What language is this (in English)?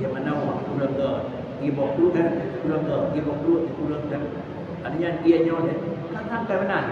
Achinese